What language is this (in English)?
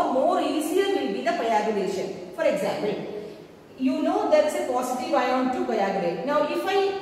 English